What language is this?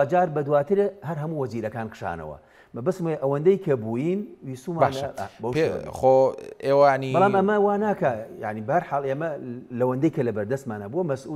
Central Kurdish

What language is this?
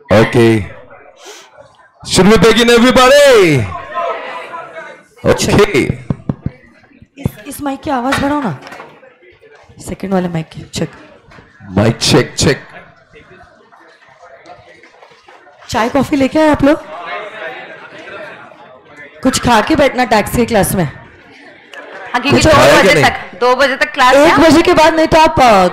Hindi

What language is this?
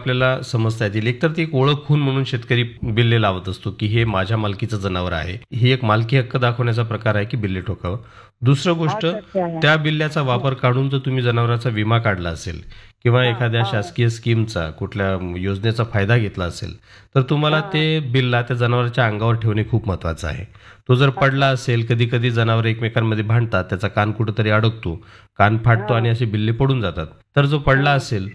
Marathi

